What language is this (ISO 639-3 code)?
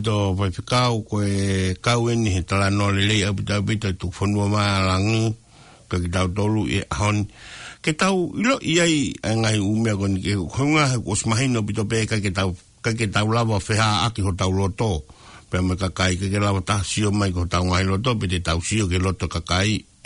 ton